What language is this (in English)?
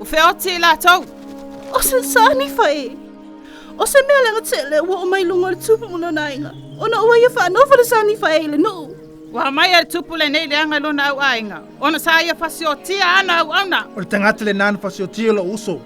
Samoan